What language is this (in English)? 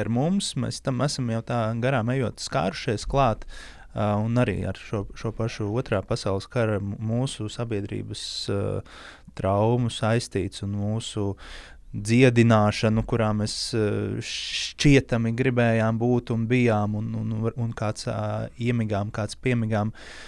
Latvian